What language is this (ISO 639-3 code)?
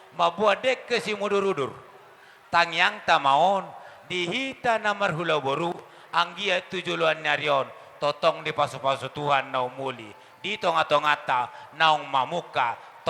bbc